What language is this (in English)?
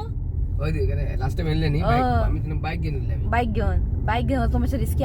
Konkani